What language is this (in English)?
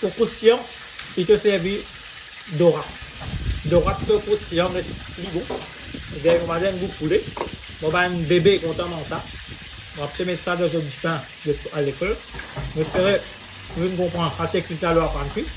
Morisyen